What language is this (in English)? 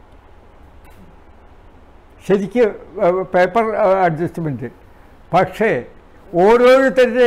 Malayalam